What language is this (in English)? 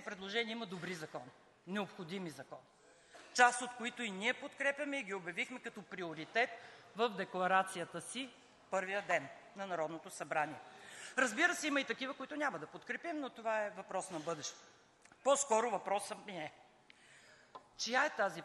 Bulgarian